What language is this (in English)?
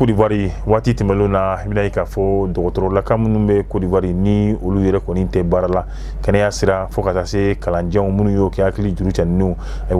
Bambara